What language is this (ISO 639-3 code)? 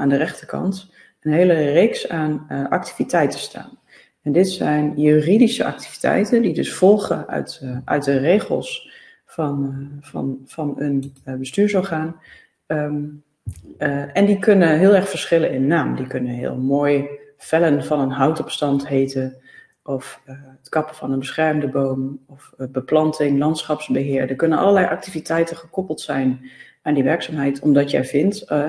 nld